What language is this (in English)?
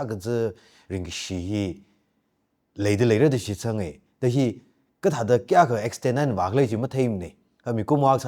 Tangkhul Naga (India)